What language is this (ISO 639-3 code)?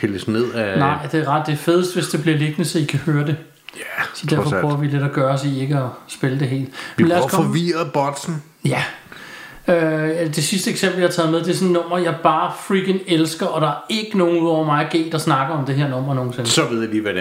dan